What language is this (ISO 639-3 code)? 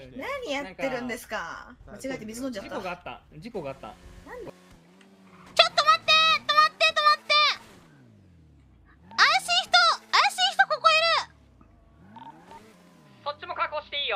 jpn